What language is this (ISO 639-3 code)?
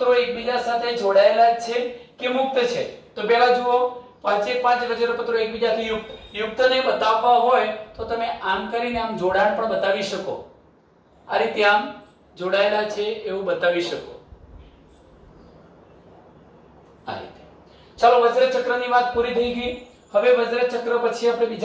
guj